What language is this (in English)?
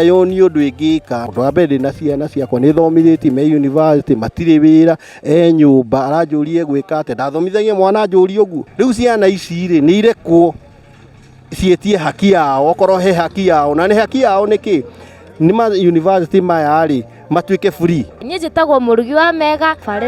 Kikuyu